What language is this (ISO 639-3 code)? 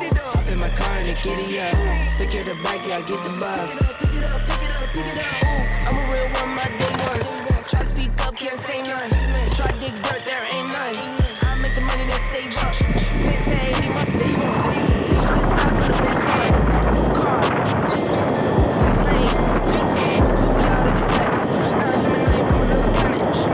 eng